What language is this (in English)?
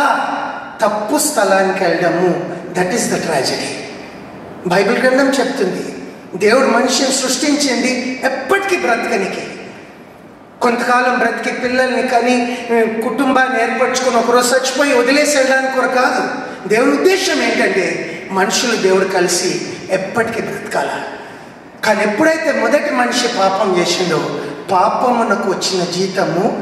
Telugu